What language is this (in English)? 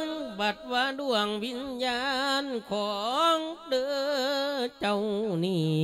Lao